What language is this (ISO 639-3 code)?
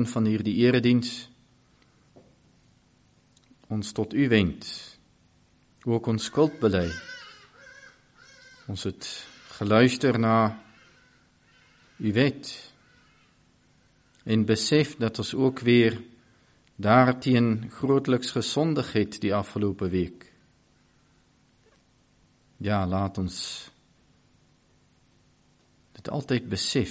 afr